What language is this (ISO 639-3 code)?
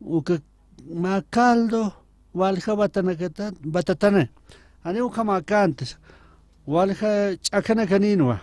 aym